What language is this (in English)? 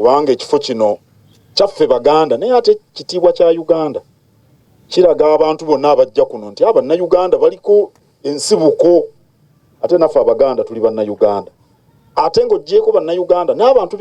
Ganda